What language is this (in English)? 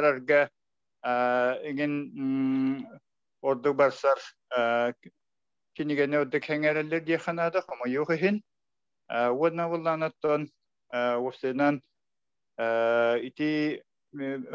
Yakut